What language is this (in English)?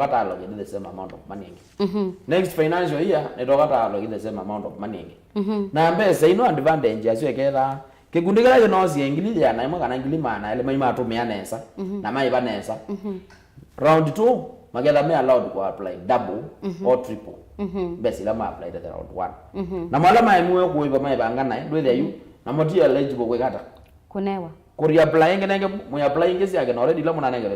Kamba